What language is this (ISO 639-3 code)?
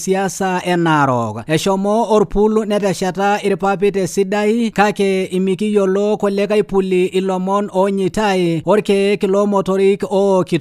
mas